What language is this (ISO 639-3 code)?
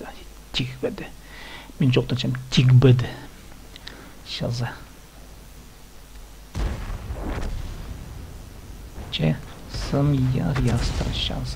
kaz